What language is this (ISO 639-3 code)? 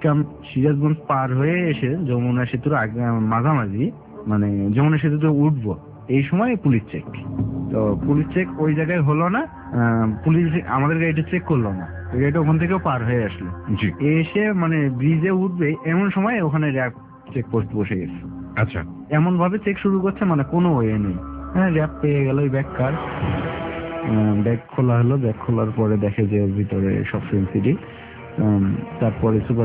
ben